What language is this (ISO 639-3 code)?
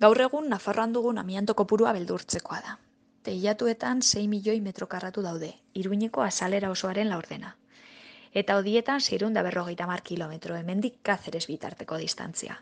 eus